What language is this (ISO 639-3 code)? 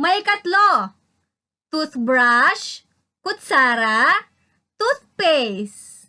ilo